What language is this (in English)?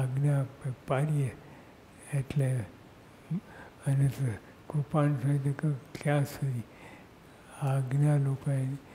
Gujarati